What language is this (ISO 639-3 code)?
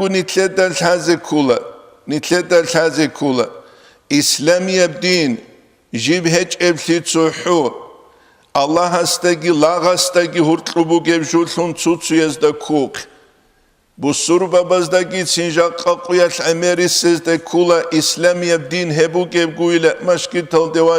ava